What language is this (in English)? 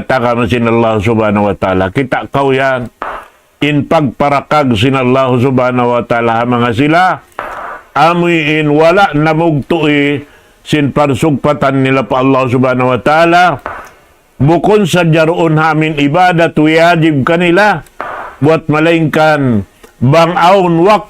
Tausug